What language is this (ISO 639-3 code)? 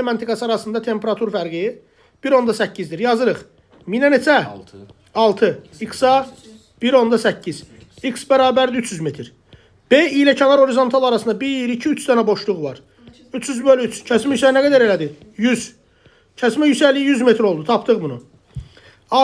aze